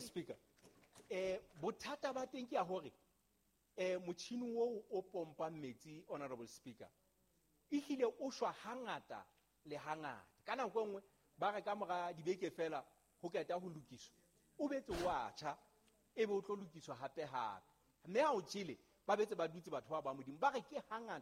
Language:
Southern Sotho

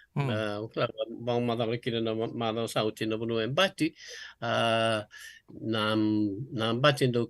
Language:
Fijian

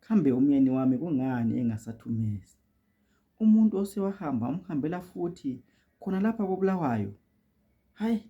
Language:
North Ndebele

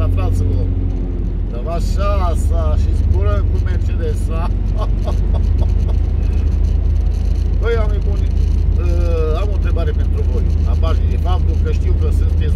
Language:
Romanian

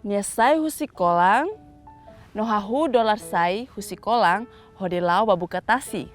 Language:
Tetum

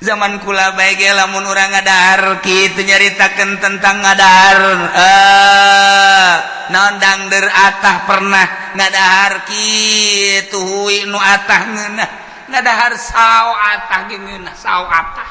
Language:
Sundanese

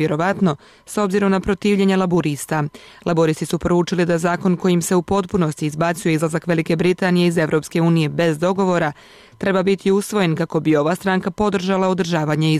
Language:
Bosnian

